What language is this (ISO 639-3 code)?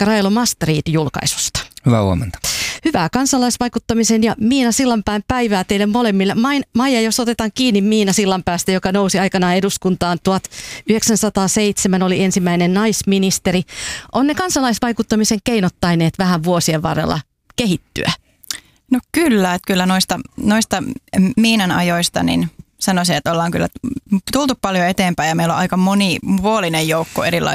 fin